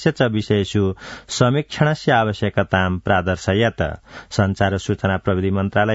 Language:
Sanskrit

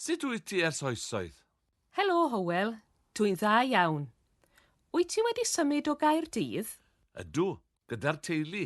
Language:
Welsh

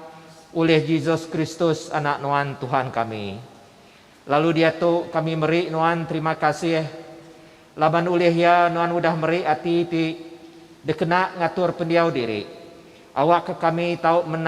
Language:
Iban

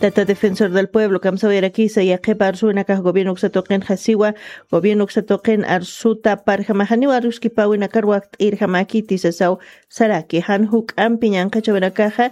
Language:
Aymara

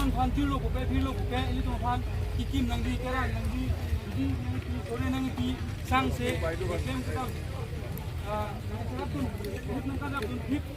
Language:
Karbi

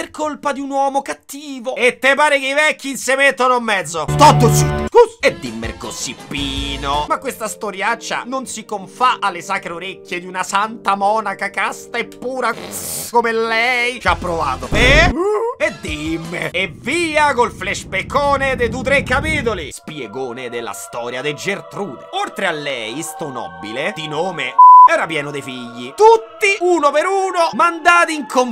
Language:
Italian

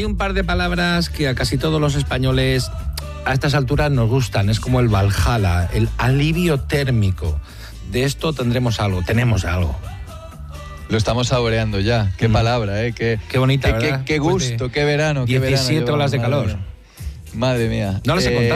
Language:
Spanish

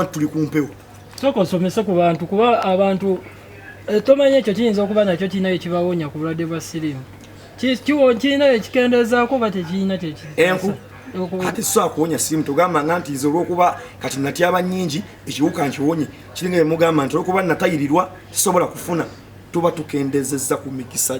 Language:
Ganda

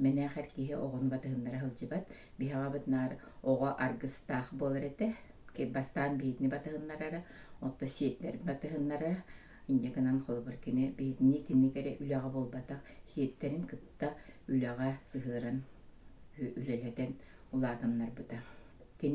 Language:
Yakut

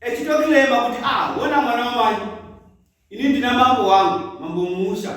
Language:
Shona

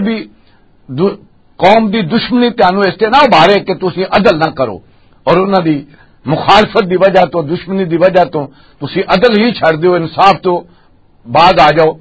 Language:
Western Panjabi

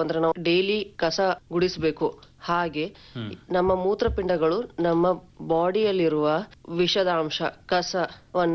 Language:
Kannada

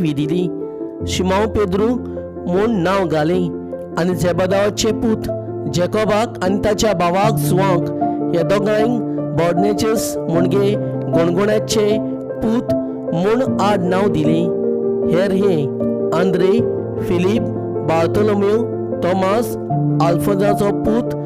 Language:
Konkani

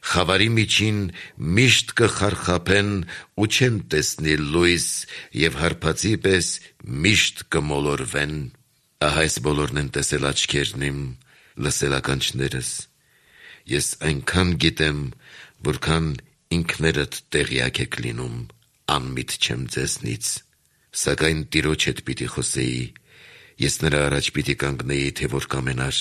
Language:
Armenian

